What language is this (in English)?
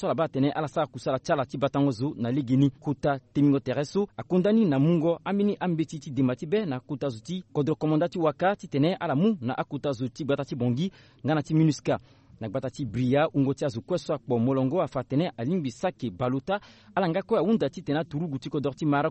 Sango